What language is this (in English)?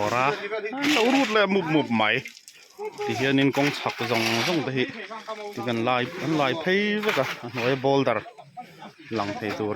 Mizo